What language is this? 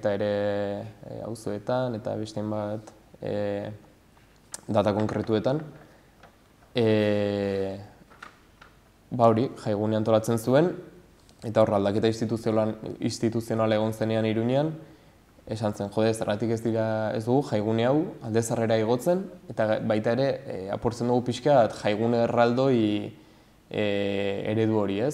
Basque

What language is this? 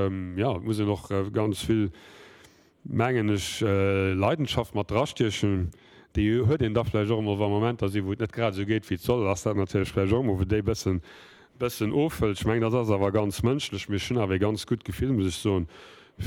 Luxembourgish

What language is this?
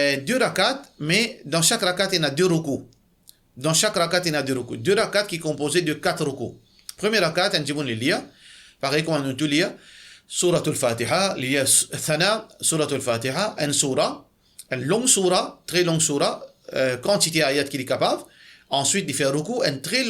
Morisyen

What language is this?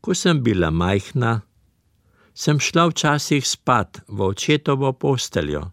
Slovenian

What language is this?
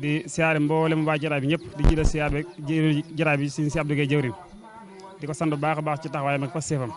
Wolof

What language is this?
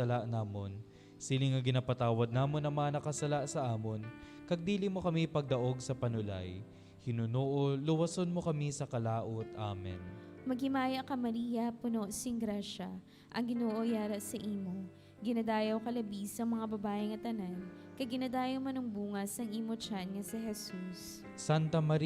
Hiligaynon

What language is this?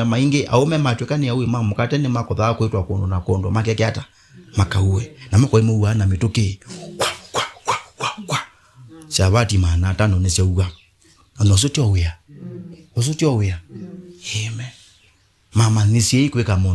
Kamba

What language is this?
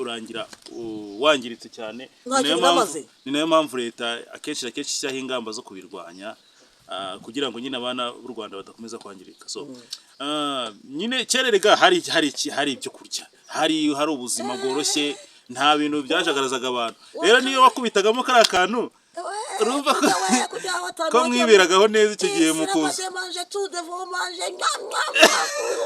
Kinyarwanda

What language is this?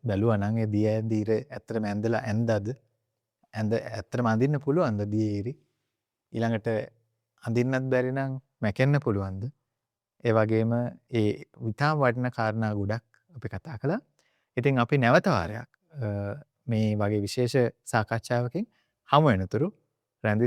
Sinhala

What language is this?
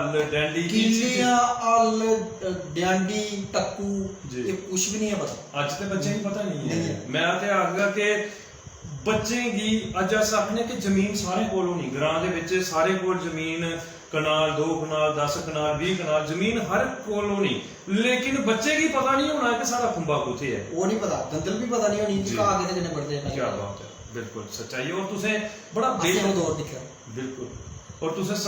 Dogri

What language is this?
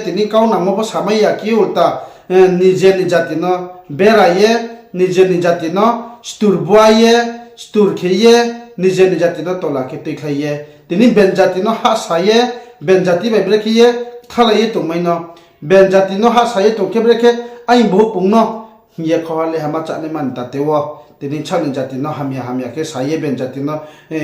Riang (India)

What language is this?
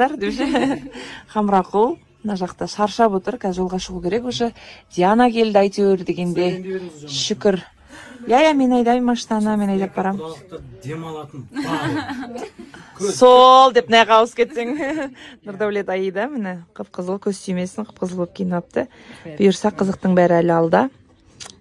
Kazakh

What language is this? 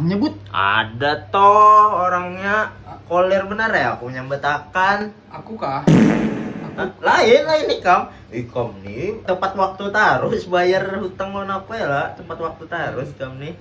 Banjar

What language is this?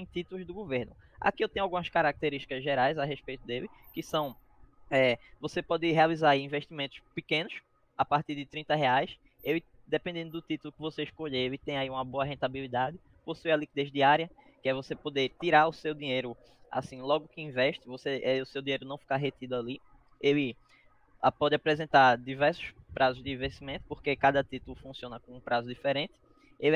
Portuguese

